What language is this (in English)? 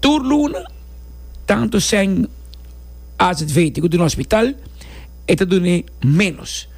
Papiamento